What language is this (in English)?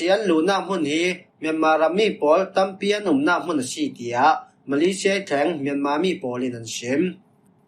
Falam Chin